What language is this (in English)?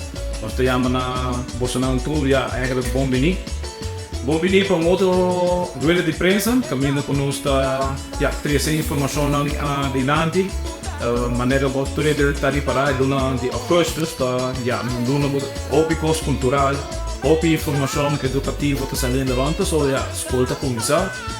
Papiamento